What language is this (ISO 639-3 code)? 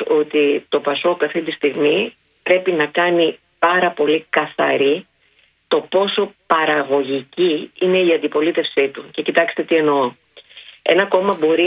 ell